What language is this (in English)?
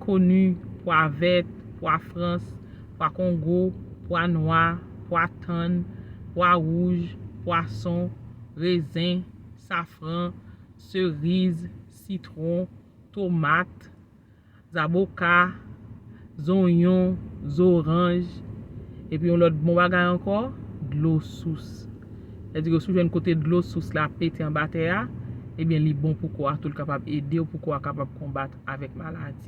Haitian Creole